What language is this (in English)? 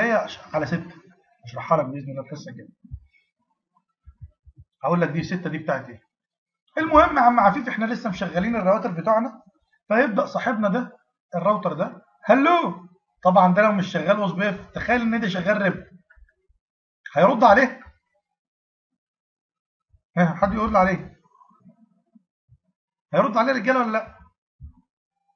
Egyptian Arabic